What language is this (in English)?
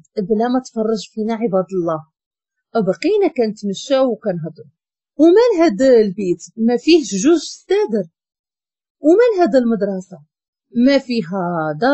Moroccan Arabic